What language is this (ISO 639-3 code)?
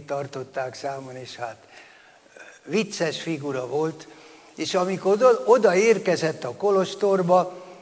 hun